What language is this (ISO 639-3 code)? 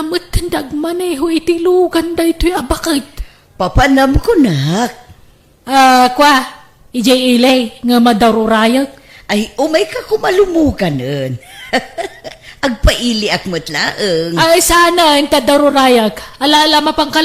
ilo